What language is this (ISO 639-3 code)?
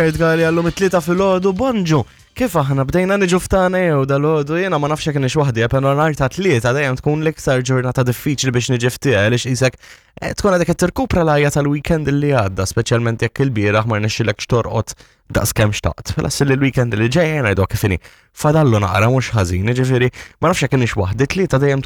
mlt